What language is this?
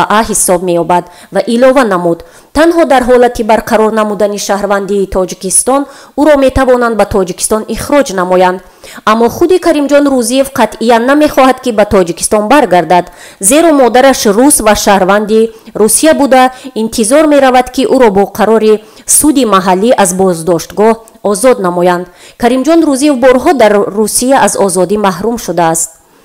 Tajik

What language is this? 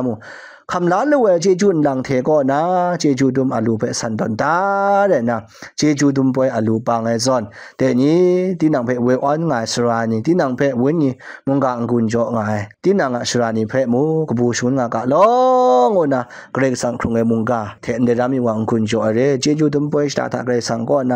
Kachin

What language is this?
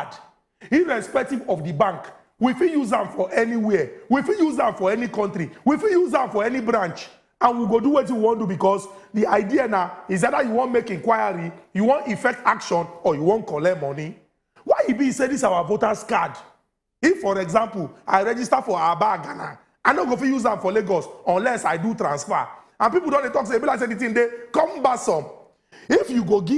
Nigerian Pidgin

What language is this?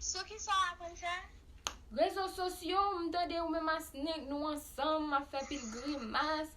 Haitian Creole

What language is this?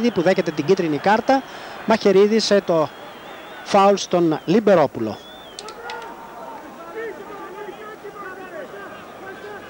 Greek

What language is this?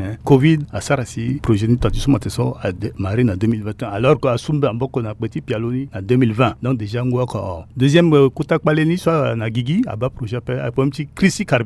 Sango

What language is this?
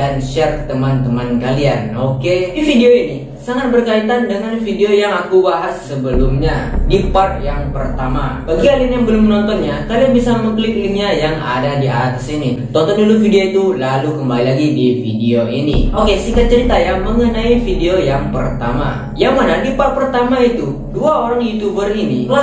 Indonesian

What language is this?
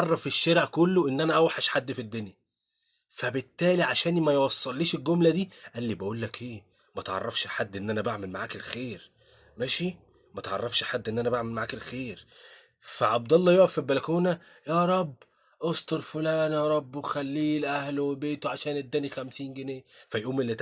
Egyptian Arabic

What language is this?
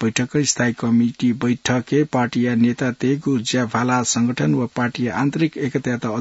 Newari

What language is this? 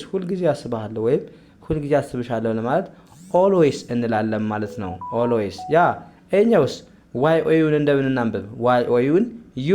Amharic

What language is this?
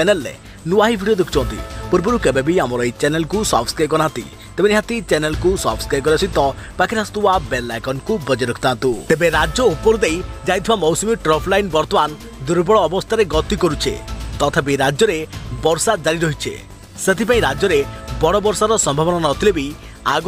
Odia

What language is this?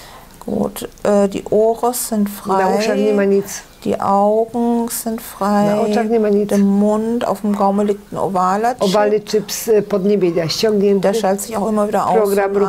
Polish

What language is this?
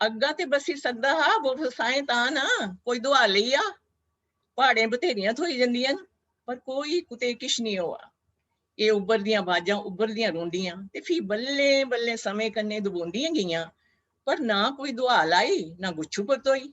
Dogri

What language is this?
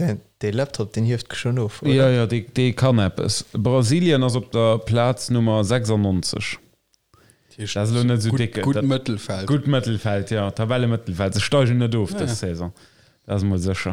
Luxembourgish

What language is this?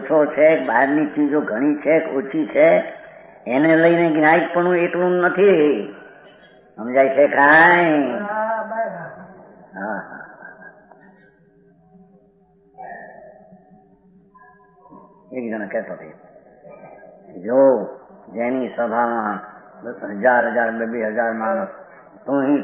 Gujarati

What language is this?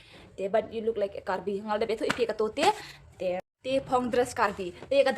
Khasi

